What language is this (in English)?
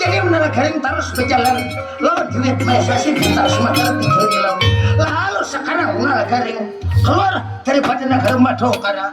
Banjar